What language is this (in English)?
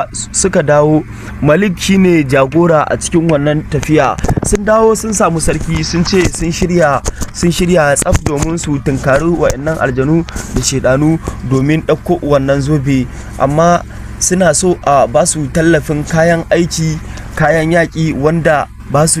Hausa